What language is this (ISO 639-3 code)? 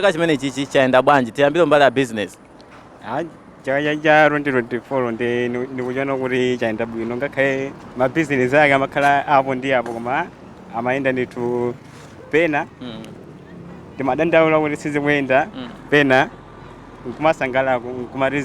nya